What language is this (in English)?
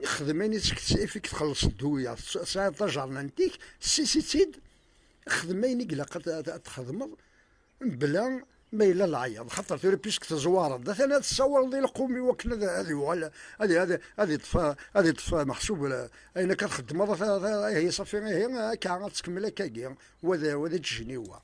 Kabyle